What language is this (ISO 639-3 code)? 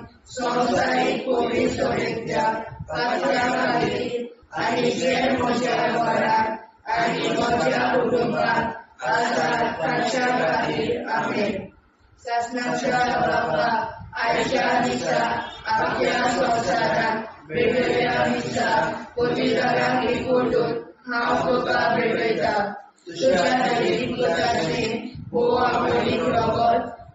kok